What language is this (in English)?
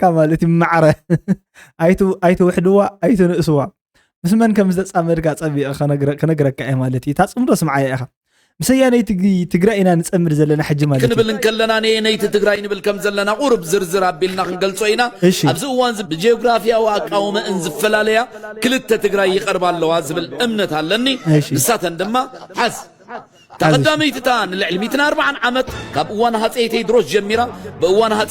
Tigrinya